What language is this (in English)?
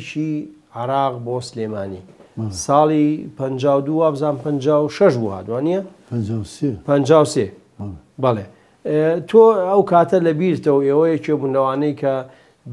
Central Kurdish